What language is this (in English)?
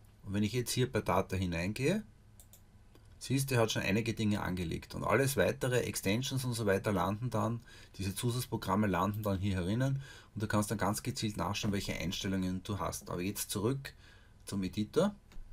German